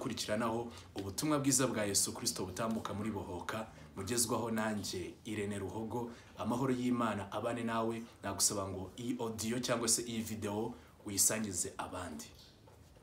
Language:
Kinyarwanda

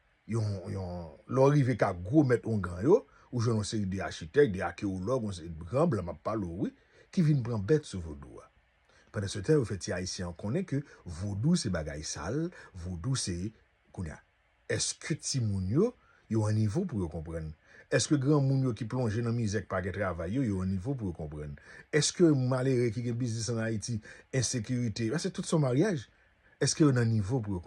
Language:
Haitian Creole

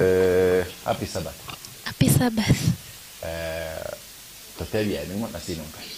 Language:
Gusii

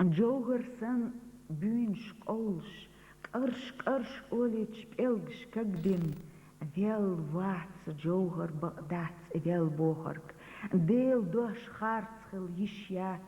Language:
Chechen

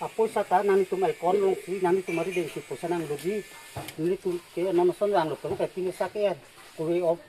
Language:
Karbi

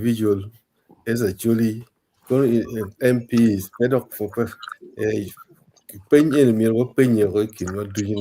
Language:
Acoli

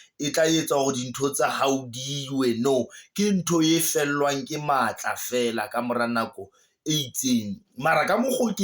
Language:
Southern Sotho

